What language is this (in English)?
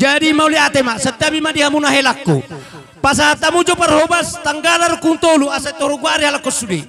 Batak Toba